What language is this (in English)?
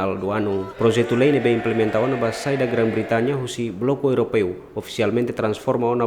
Tetum